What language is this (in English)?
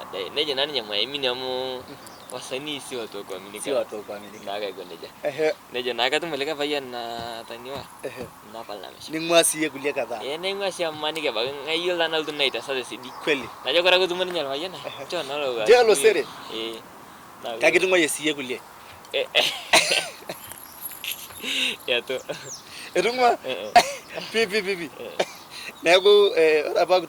Masai